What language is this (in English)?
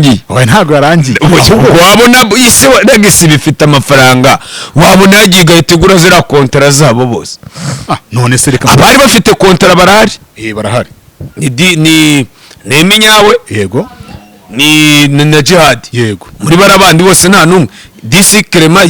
Kinyarwanda